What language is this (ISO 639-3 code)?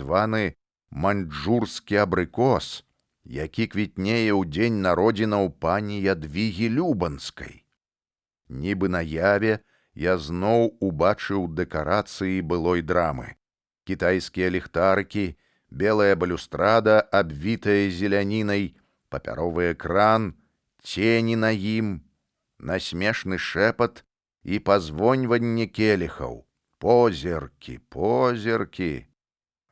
bel